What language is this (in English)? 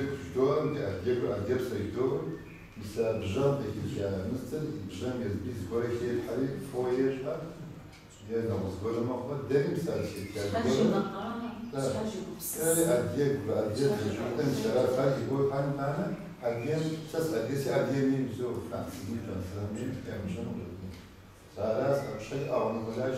Kabardian